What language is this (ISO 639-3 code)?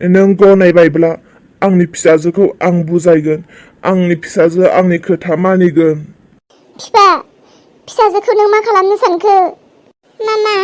brx